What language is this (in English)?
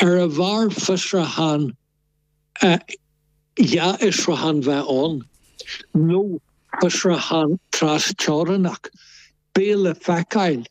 Irish